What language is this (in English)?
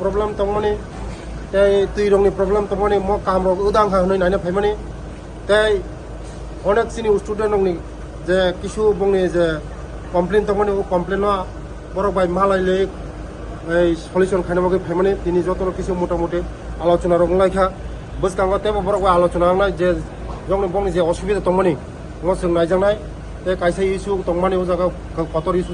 Kok Borok